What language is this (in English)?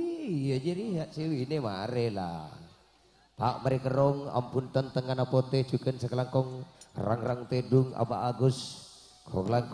Madurese